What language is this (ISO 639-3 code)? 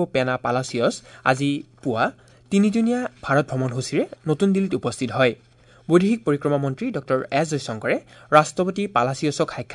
asm